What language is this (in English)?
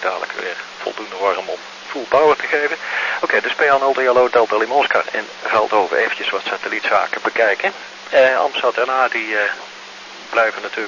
Dutch